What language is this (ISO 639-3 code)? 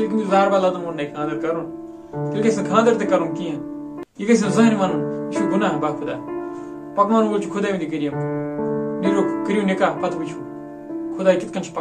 kas